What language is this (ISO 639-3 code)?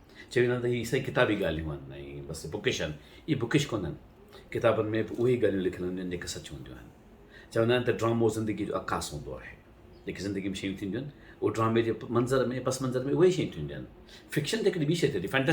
snd